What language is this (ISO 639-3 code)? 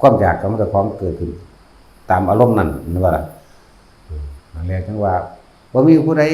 tts